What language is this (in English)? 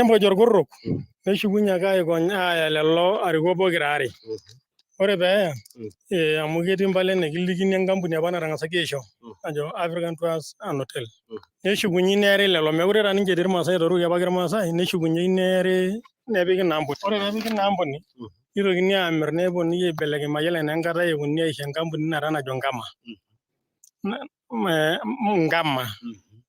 Masai